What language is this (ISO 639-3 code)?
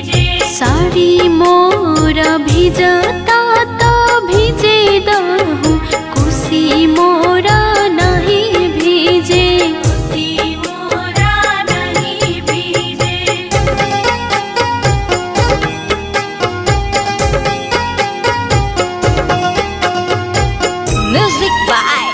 bho